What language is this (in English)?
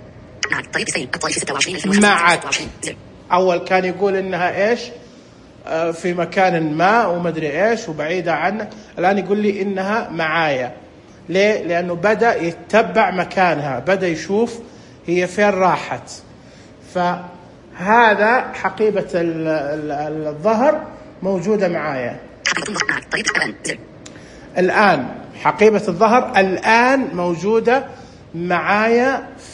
Najdi Arabic